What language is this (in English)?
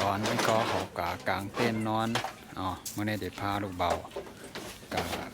Shan